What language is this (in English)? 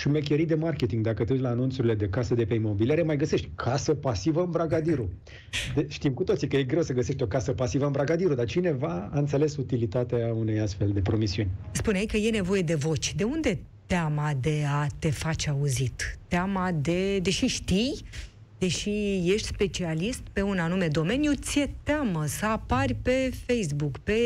Romanian